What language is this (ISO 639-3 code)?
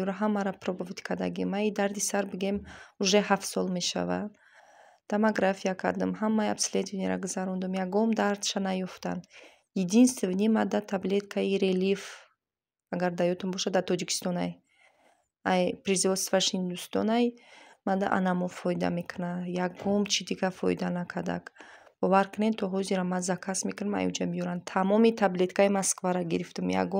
tgk